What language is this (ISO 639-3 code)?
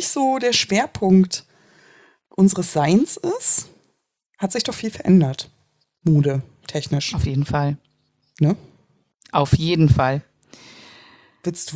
deu